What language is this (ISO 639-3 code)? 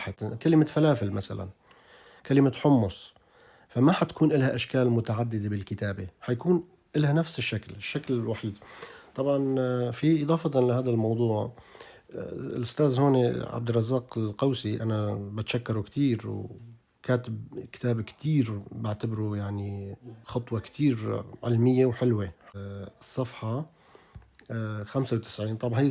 apc